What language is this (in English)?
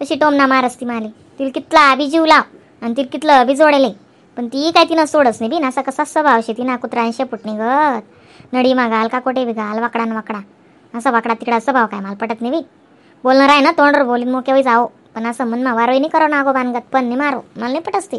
Khandesi